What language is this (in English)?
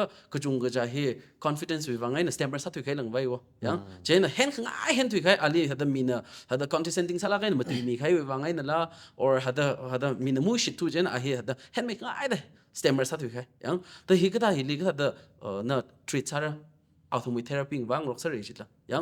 Tangkhul Naga (India)